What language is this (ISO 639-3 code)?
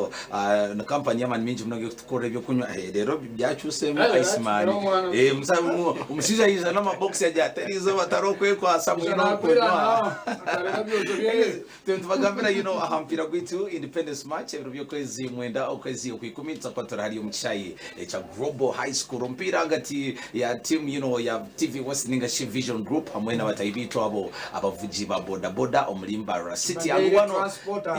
nyn